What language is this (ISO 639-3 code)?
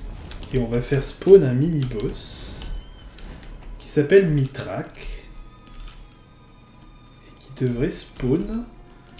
fra